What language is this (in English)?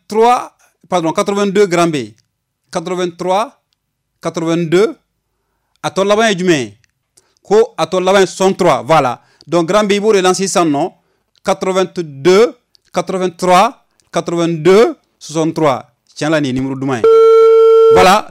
Bambara